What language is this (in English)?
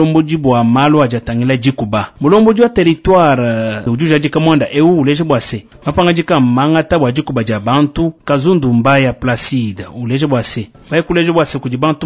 Luba-Lulua